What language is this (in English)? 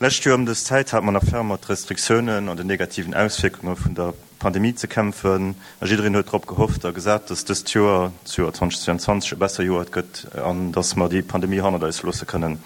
Luxembourgish